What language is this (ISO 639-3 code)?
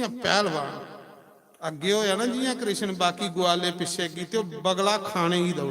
doi